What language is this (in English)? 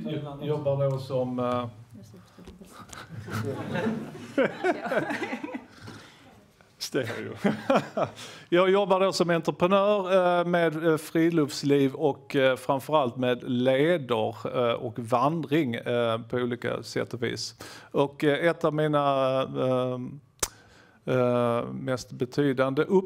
Swedish